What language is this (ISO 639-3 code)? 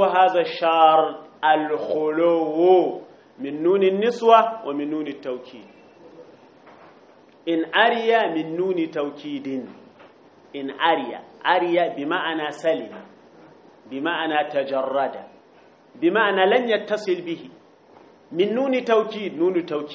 ara